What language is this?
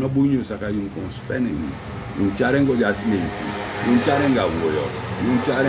Sranan Tongo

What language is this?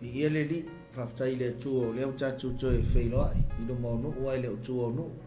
Samoan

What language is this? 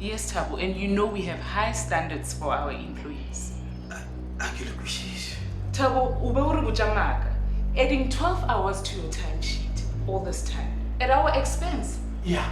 Northern Sotho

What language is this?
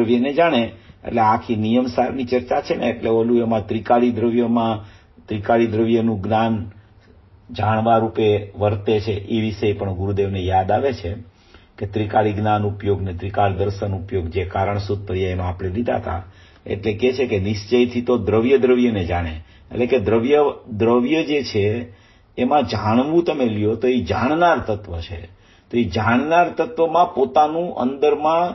Gujarati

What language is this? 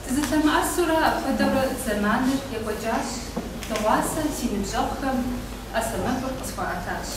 Kabardian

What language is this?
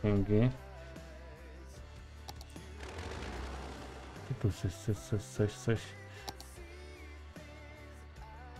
Polish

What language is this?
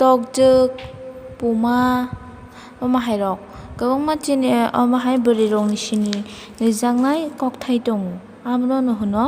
Kok Borok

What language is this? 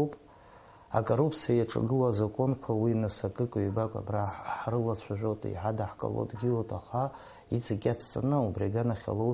Abkhazian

